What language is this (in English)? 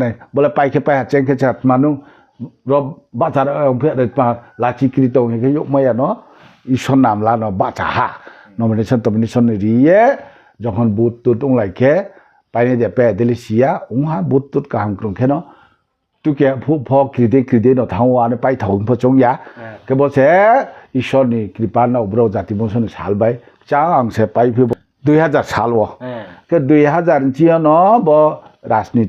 Riang (India)